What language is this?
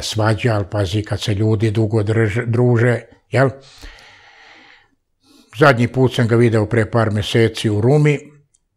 Serbian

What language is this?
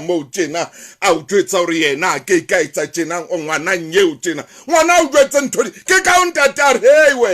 Southern Sotho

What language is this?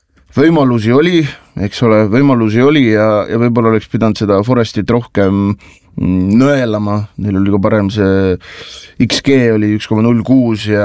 Estonian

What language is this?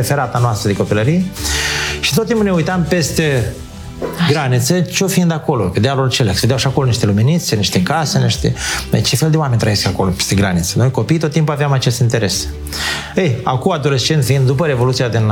Romanian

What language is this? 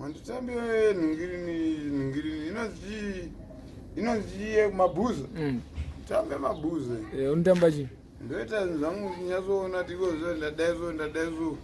Shona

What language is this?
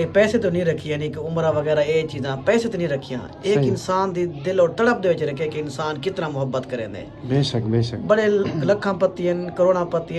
Saraiki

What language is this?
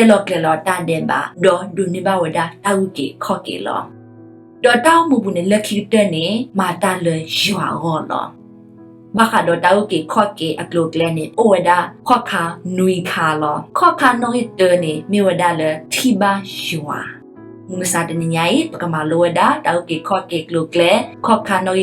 S'gaw Karen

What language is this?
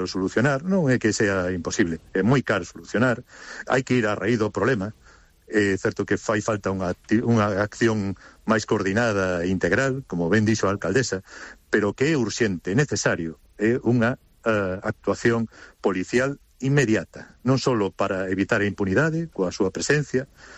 Galician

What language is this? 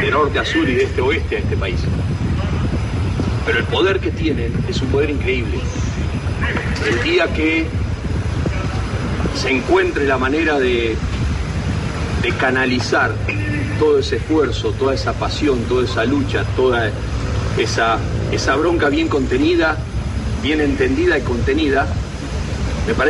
Spanish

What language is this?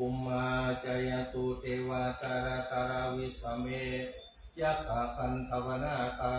Pali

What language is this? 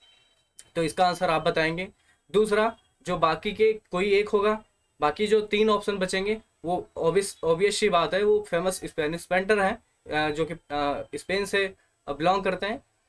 Hindi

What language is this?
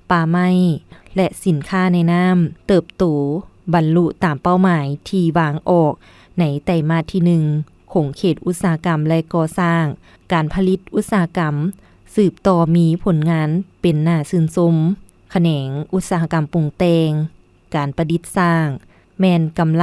Lao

